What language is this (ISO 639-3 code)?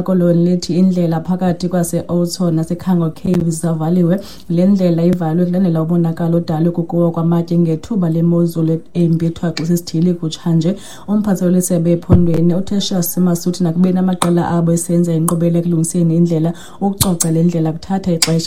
xho